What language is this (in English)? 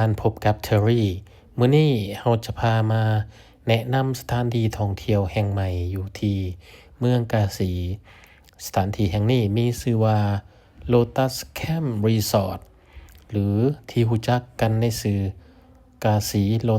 Lao